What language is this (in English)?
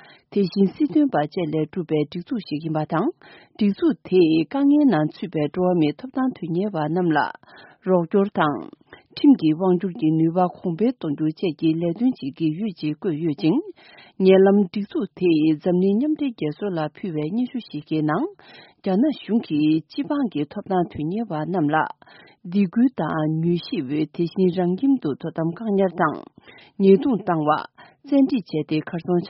Tibetan